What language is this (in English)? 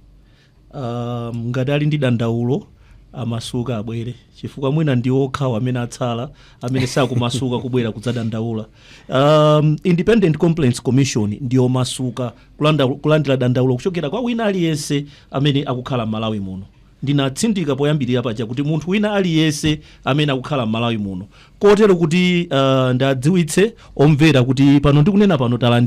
Nyanja